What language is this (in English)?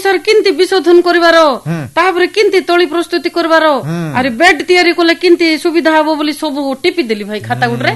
Odia